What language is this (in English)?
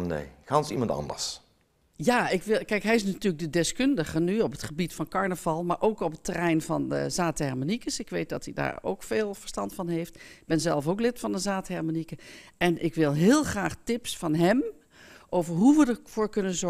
Limburgish